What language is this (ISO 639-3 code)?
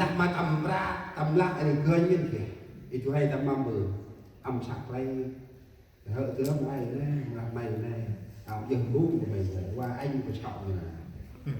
cmo